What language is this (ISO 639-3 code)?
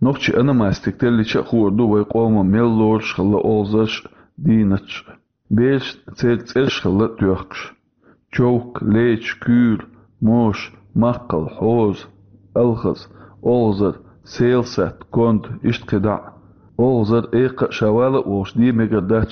che